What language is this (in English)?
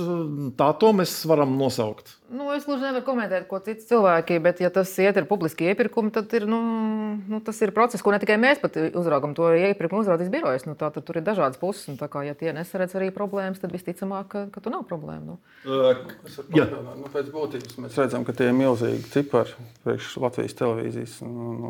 Latvian